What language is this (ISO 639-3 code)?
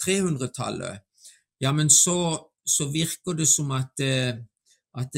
nor